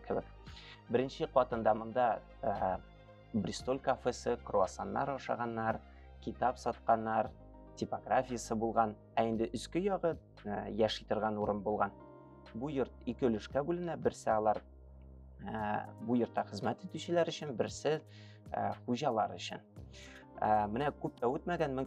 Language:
Tatar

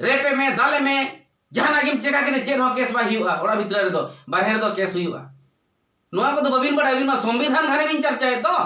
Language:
Santali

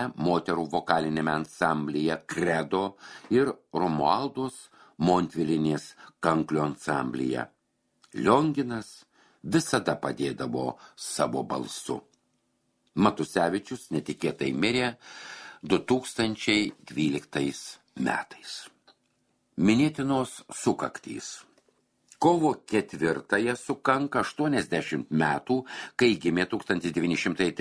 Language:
Lithuanian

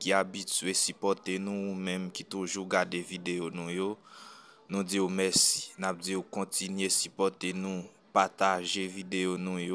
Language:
Haitian Creole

